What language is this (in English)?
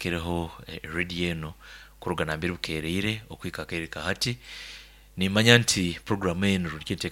Nyoro